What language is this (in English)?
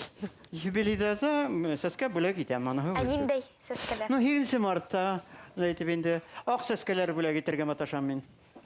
Bashkir